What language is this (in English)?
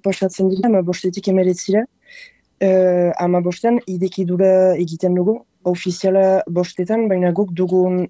Basque